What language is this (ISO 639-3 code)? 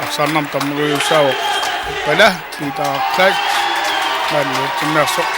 kal